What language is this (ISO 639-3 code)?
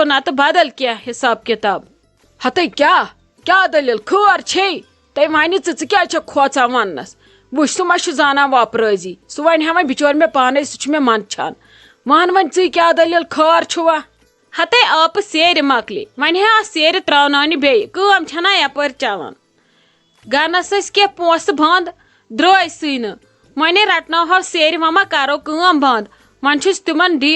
kas